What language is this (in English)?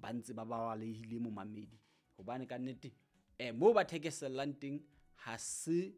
Southern Sotho